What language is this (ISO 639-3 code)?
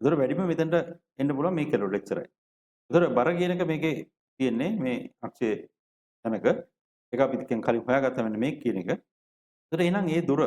sin